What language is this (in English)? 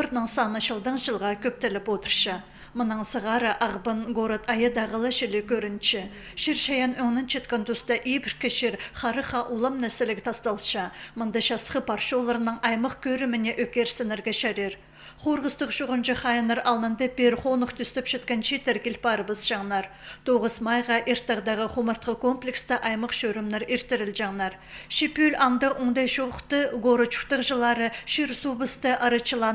Khakas